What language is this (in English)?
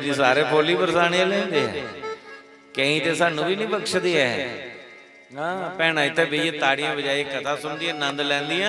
Dogri